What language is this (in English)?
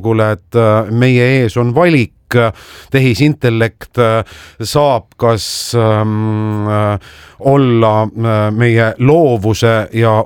Estonian